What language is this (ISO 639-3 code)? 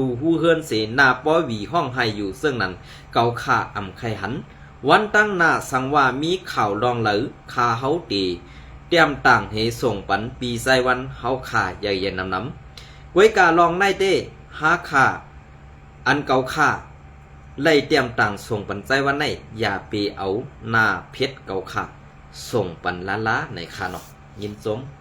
shn